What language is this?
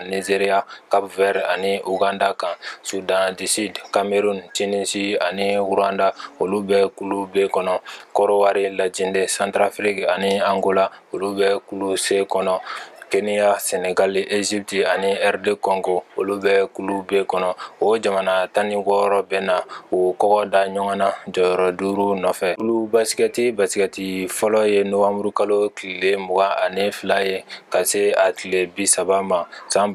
Bambara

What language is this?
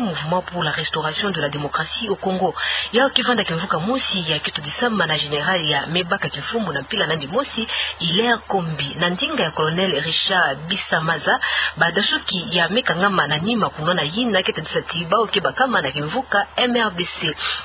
Kituba (Democratic Republic of Congo)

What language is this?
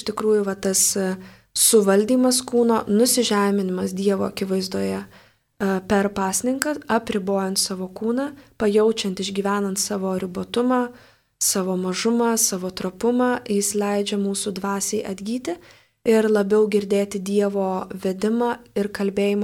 Lithuanian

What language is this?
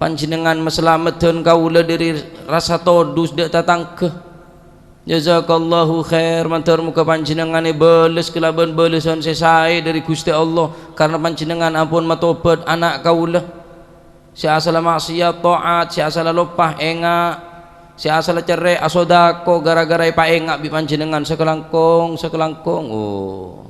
Madurese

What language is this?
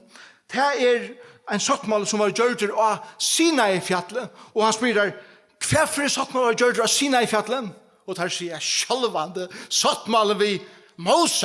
Faroese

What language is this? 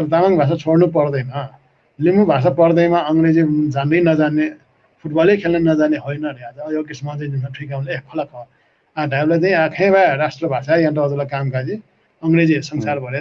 Newari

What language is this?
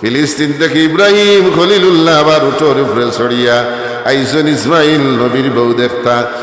Sylheti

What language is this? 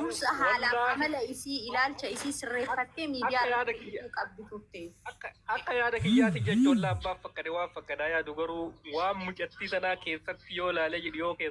Oromo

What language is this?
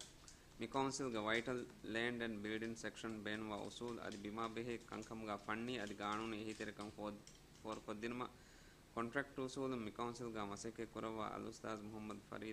Divehi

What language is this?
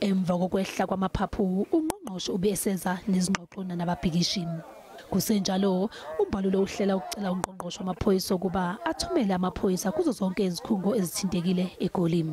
Zulu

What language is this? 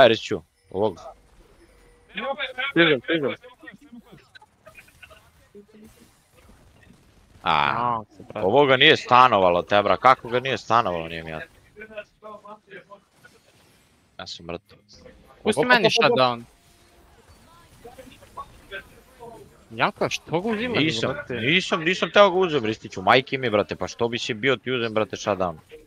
Serbian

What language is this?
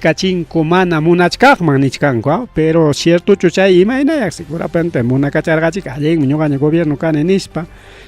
Ayacucho Quechua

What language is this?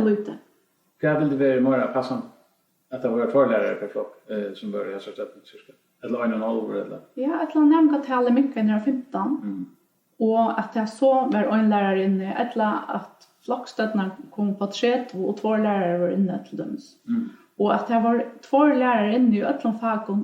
Faroese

